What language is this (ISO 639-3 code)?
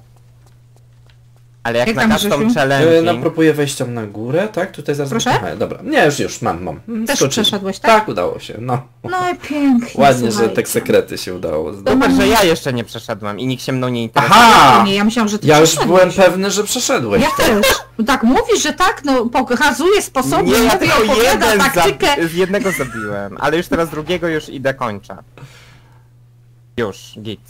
pol